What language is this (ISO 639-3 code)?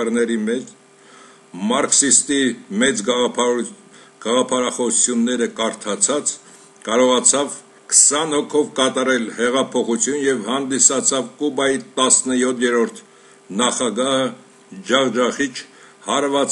hye